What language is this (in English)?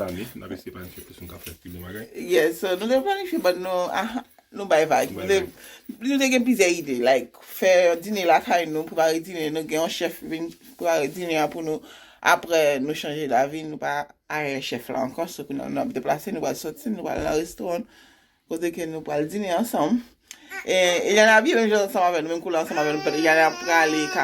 Haitian Creole